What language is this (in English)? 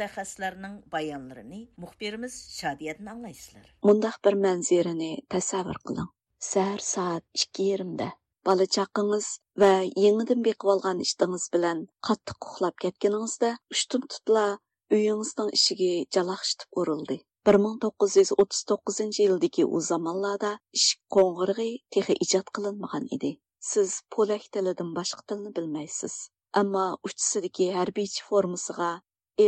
Uyghur